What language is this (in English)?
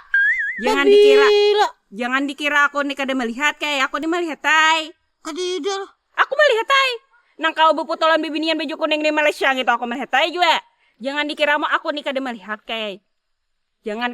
Banjar